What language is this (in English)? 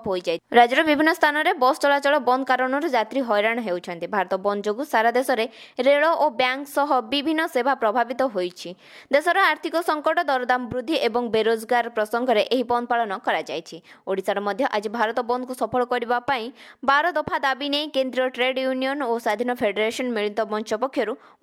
Odia